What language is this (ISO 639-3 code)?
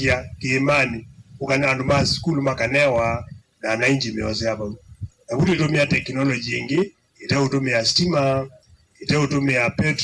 kam